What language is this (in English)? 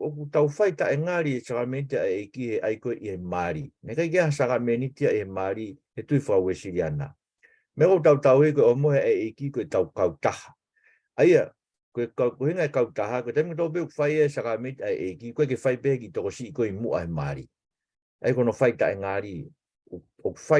Tongan